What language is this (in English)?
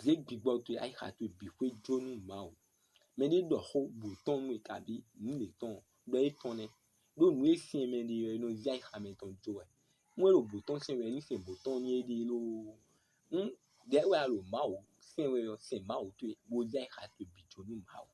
Fon